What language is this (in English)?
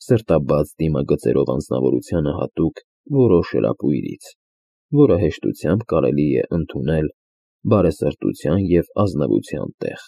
Armenian